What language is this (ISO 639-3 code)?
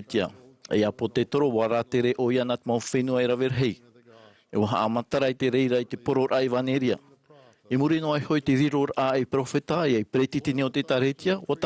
tah